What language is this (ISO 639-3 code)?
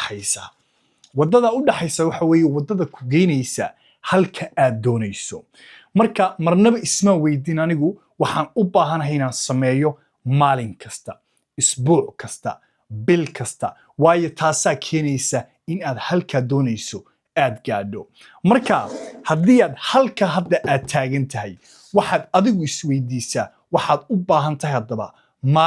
som